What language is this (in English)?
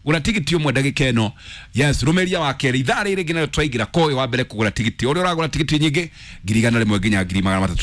Kikuyu